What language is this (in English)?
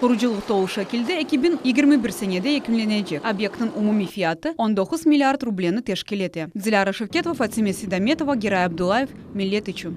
Crimean Tatar